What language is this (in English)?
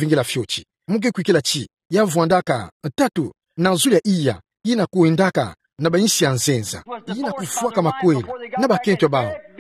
Kituba (Democratic Republic of Congo)